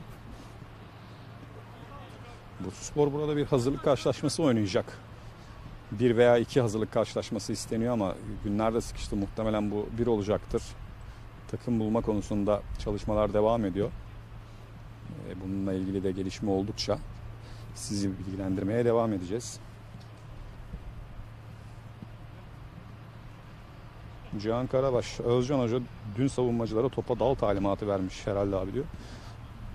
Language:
Turkish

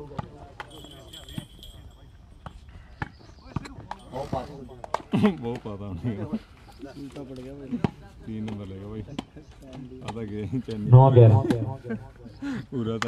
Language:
Punjabi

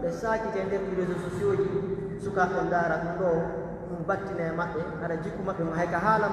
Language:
Pular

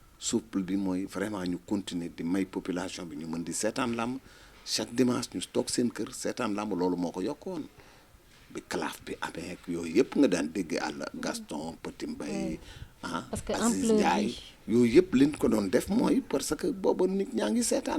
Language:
Wolof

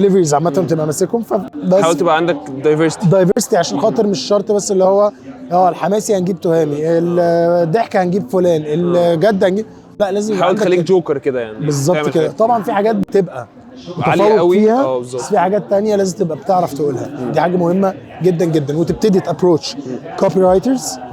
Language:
Egyptian Arabic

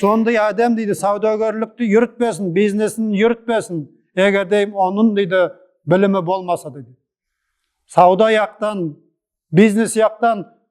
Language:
Nogai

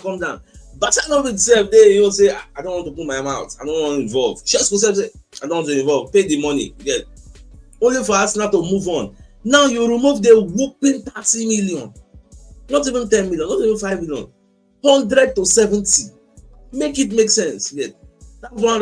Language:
Nigerian Pidgin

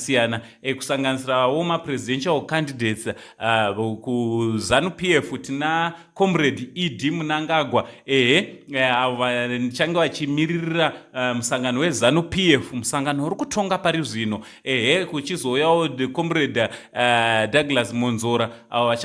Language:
Shona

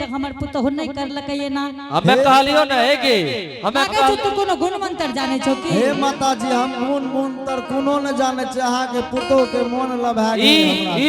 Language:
Angika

